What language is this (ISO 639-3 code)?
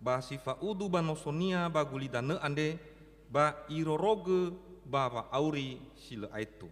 nia